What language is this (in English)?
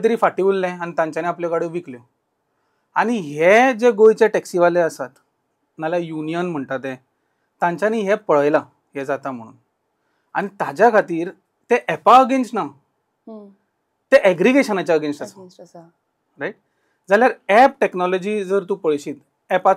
Konkani